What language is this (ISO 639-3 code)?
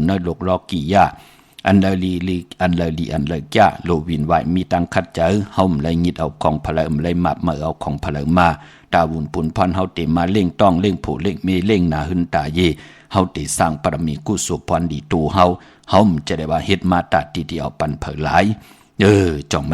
shn